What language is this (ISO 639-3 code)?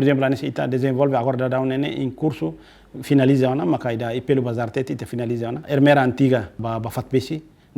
tet